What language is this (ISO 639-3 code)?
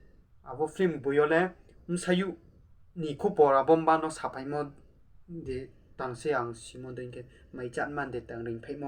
ria